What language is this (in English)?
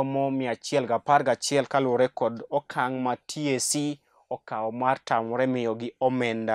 Luo (Kenya and Tanzania)